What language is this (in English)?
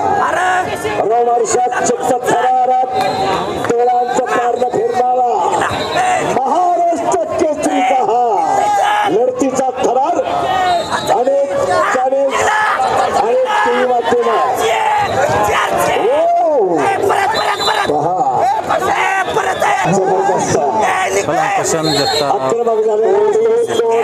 Marathi